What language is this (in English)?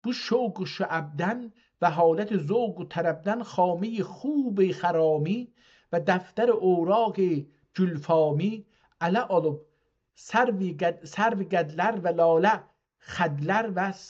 South Azerbaijani